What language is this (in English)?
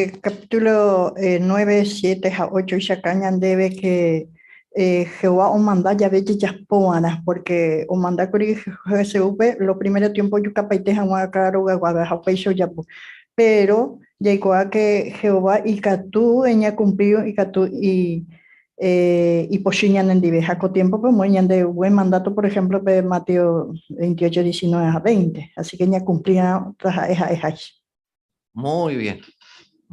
Guarani